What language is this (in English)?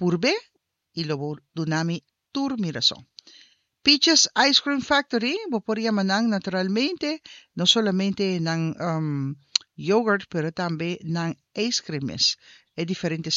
Papiamento